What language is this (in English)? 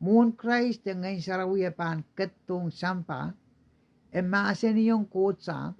Pohnpeian